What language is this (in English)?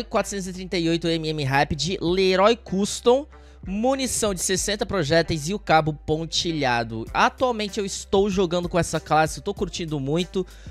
Portuguese